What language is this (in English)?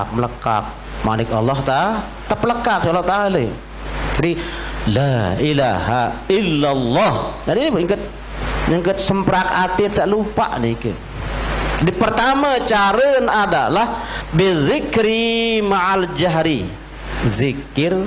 Sasak